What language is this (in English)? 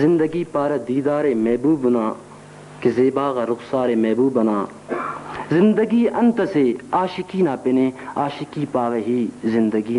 Brahui